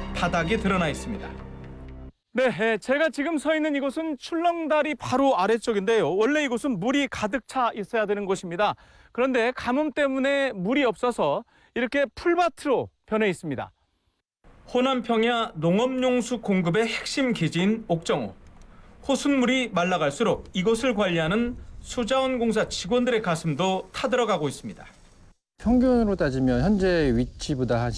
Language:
Korean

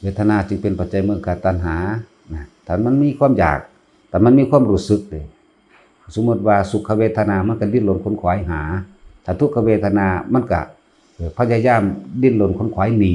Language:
Northeastern Thai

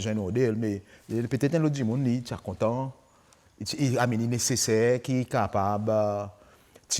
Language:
Seselwa Creole French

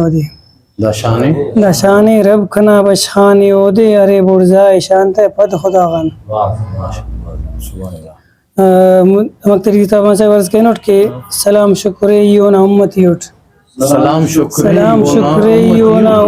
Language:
Brahui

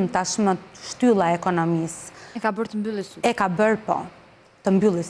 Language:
Albanian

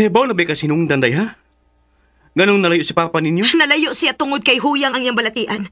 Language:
Cebuano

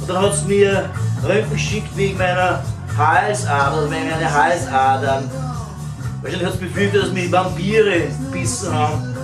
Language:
Bavarian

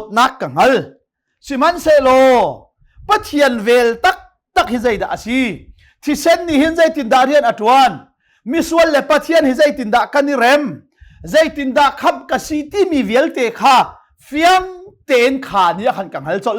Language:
Hakha Chin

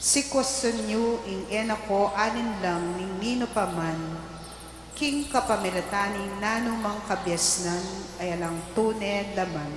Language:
Pampanga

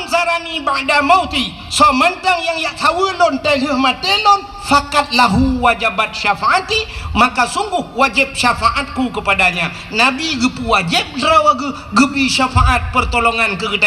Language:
Achinese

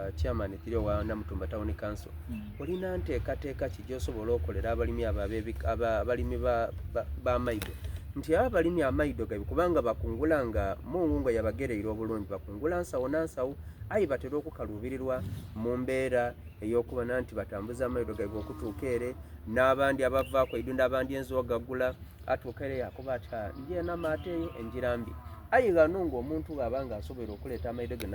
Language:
Soga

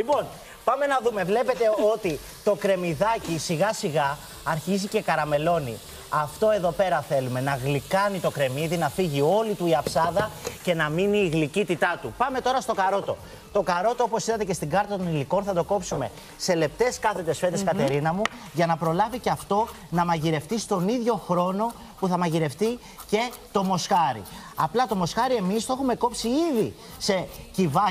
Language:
Greek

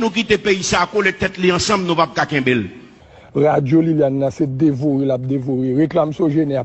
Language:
Haitian Creole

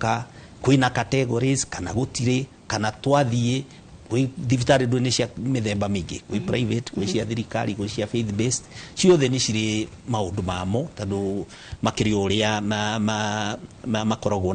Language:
Kikuyu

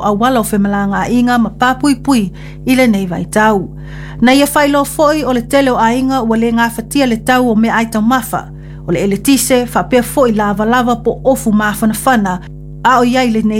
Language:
Samoan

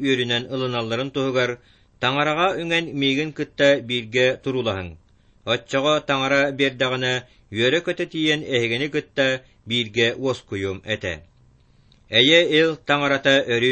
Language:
Yakut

